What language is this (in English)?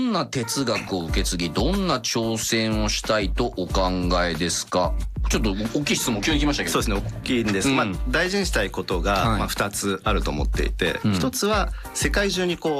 Japanese